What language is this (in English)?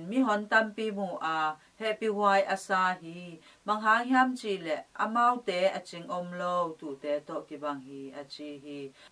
Tedim Chin